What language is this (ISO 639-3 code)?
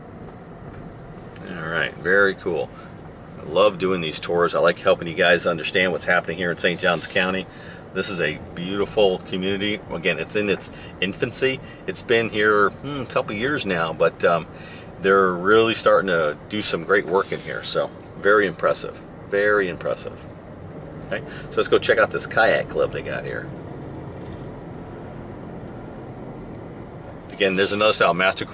eng